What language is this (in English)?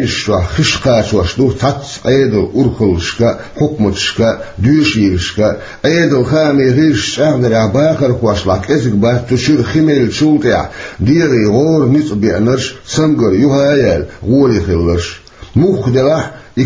Chechen